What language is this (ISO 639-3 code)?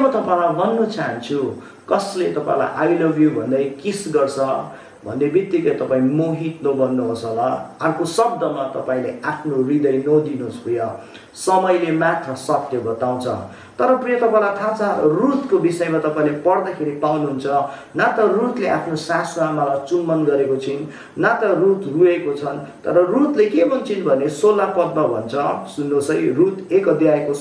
nep